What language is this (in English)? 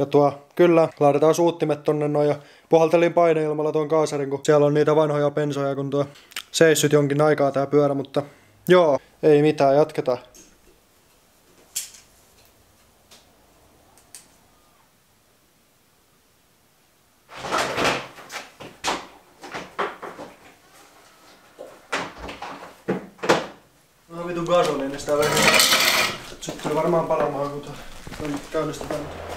Finnish